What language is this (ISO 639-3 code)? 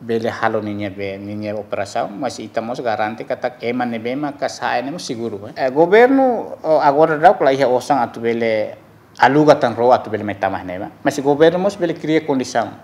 tet